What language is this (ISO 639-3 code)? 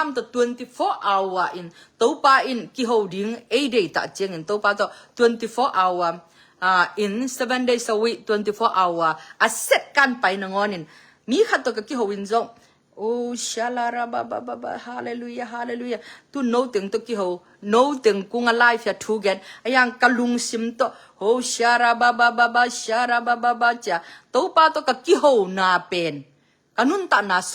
ctd